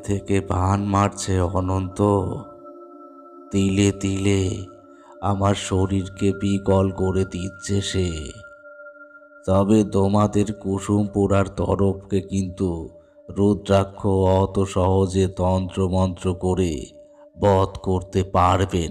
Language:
Bangla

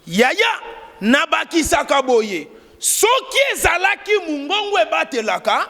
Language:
Lingala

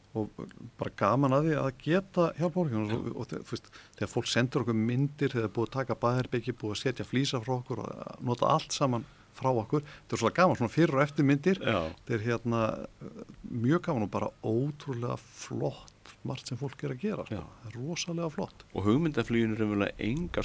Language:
Icelandic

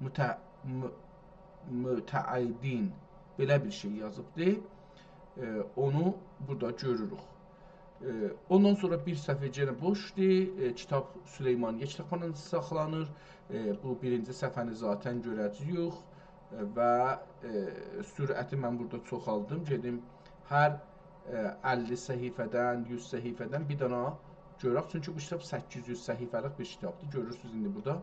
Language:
South Azerbaijani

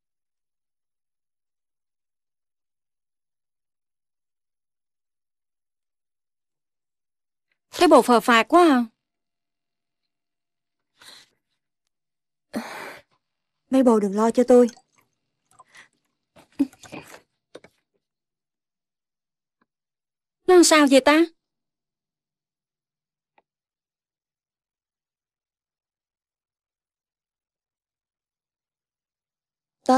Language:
Vietnamese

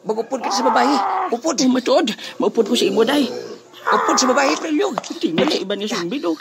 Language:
Hiligaynon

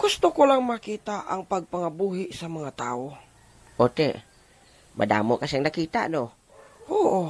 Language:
Hiligaynon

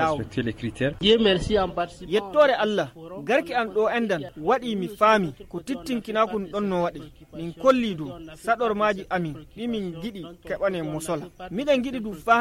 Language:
Fula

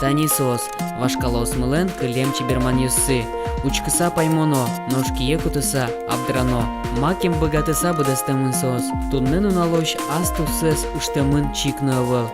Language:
Udmurt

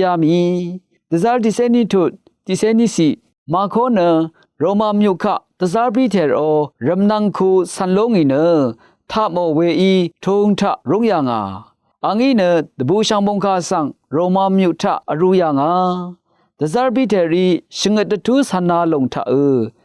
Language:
Rawang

